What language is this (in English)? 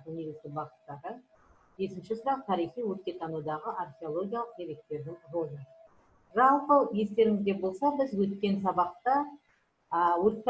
Kazakh